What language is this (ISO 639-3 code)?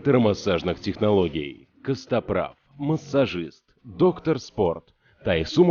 che